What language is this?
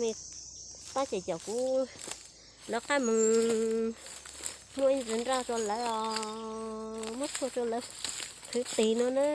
Hmong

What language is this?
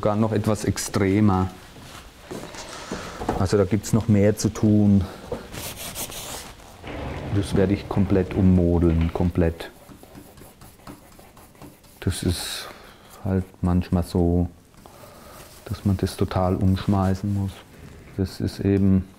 German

